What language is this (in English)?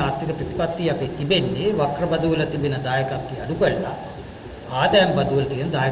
Sinhala